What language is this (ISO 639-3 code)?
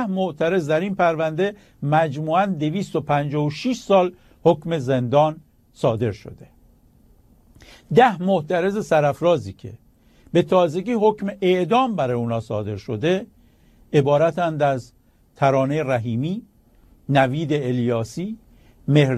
fas